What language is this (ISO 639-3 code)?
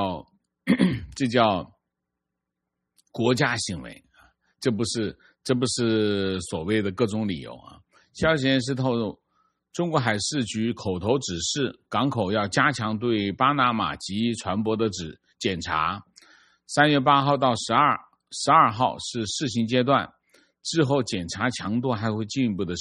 zho